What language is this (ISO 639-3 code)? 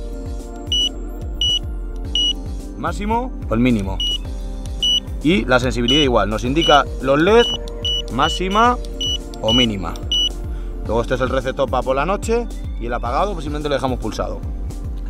spa